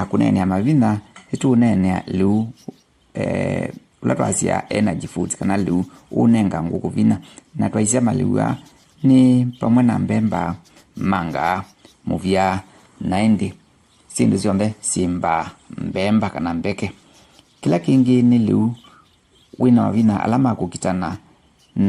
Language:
Kamba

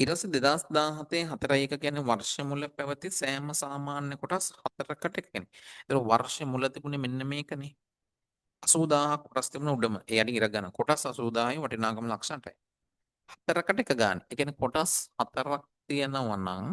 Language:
Sinhala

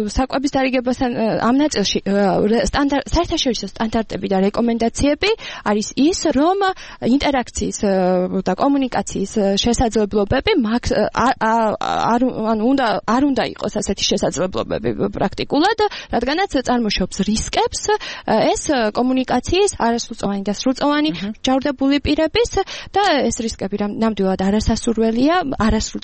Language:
Georgian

